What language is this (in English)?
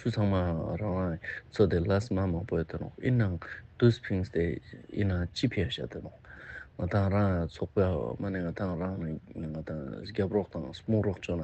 Ladakhi